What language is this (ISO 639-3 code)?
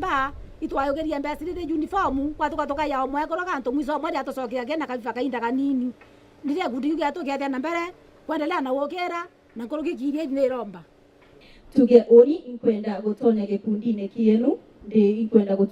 mer